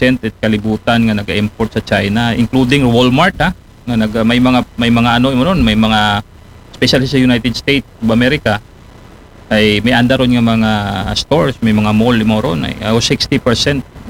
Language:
Aklanon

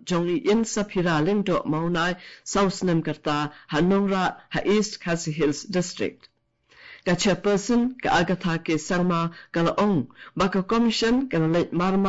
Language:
Khasi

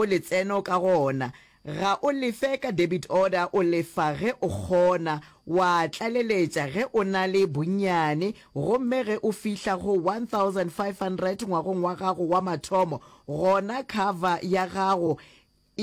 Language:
Northern Sotho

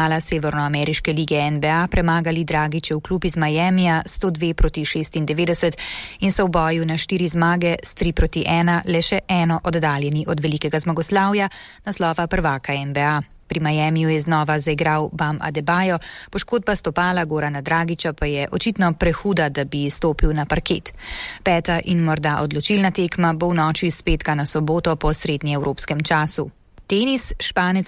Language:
Slovenian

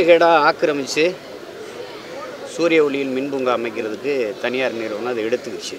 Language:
Tamil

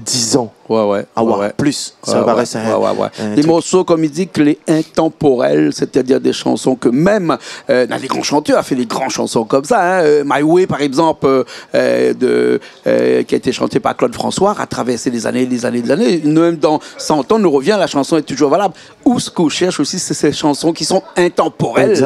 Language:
Réunion Creole French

